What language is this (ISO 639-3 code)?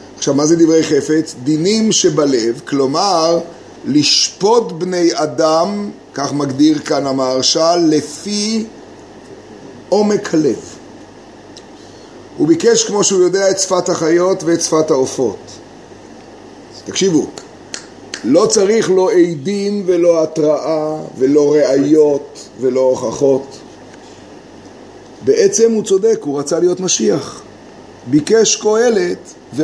heb